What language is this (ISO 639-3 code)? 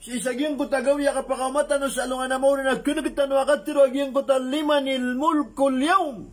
mrw